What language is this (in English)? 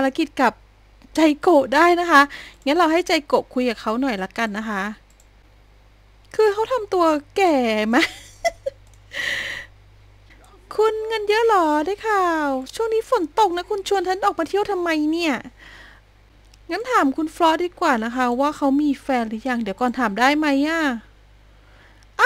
Thai